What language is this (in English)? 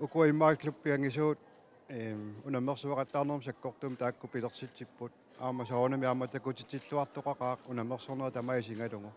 Kalaallisut